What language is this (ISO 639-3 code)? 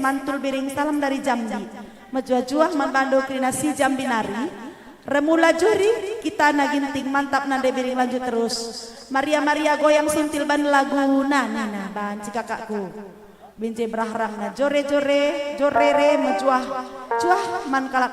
btx